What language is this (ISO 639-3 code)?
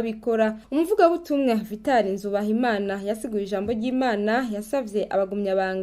run